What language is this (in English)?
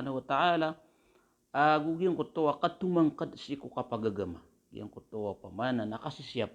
Maranao